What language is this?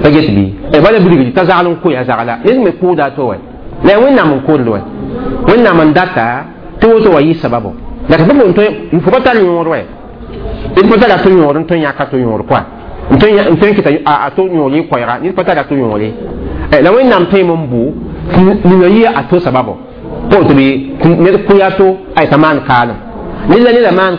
Mossi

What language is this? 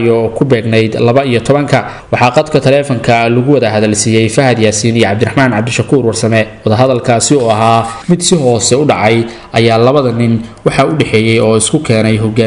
Somali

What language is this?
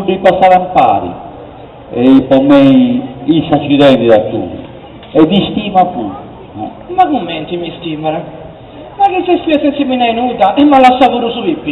Sardinian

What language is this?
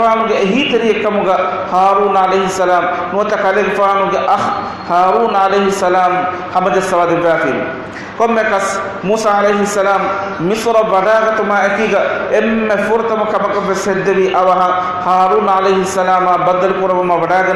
Divehi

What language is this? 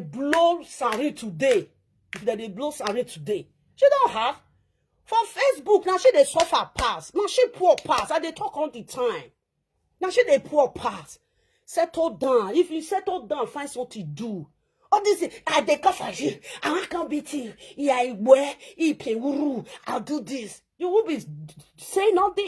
Nigerian Pidgin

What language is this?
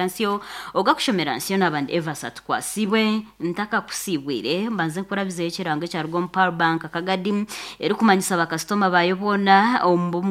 Nyankole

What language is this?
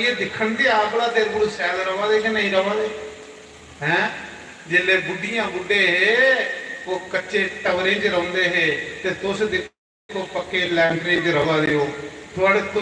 Dogri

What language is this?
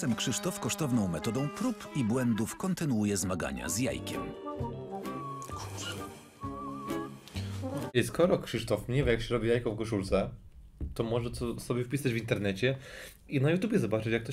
Polish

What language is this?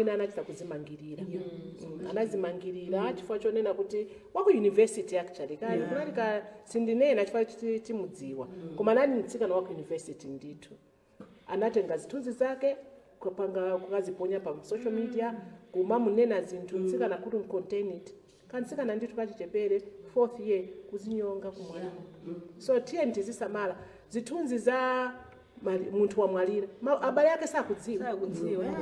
Nyanja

